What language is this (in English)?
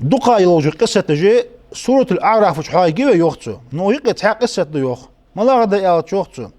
Ingush